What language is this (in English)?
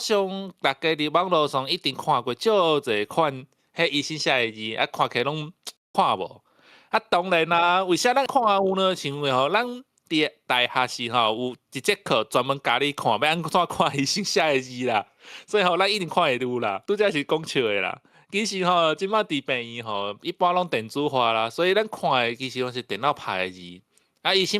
Min Nan Chinese